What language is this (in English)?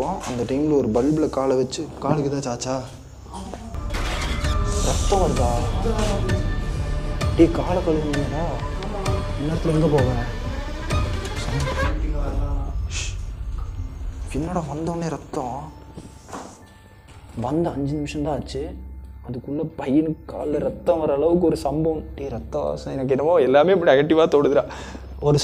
Tamil